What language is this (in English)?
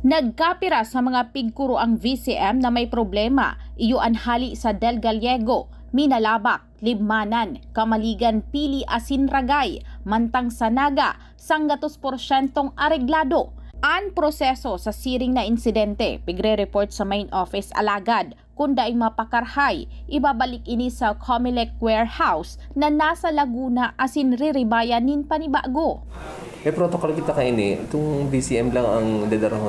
Bikol